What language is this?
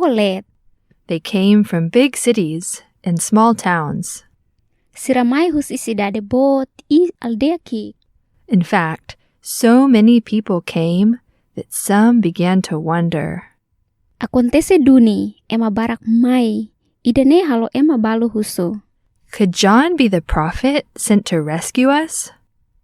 Tetum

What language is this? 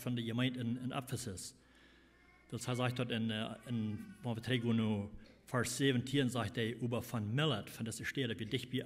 Plautdietsch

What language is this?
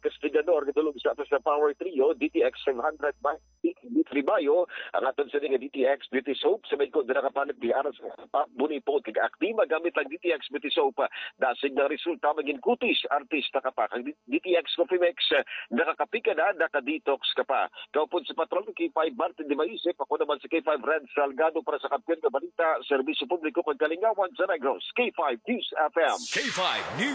Hiligaynon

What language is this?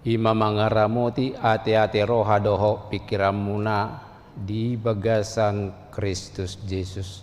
Batak Toba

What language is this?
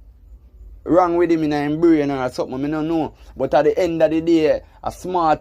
Jamaican Creole English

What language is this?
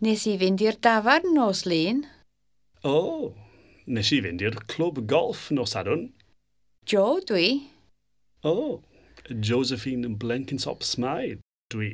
Welsh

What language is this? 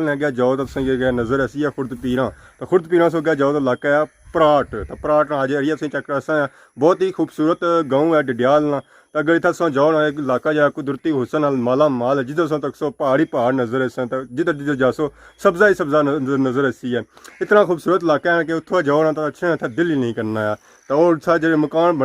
Pahari-Potwari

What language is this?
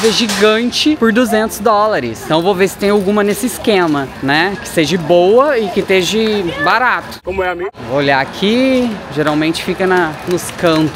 Portuguese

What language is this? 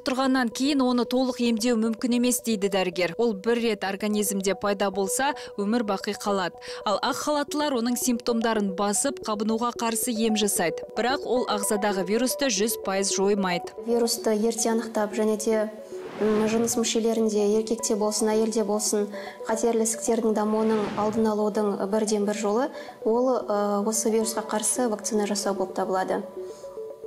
Kazakh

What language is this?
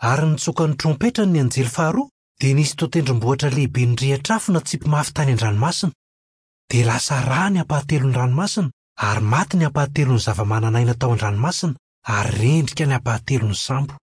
Malagasy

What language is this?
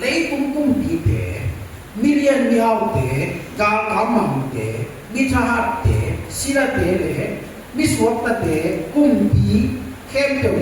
Tedim Chin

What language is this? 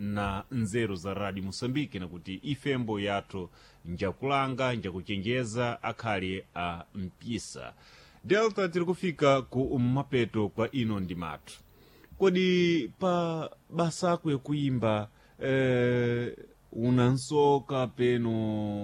Sena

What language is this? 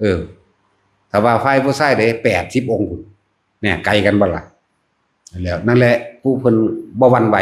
Northeastern Thai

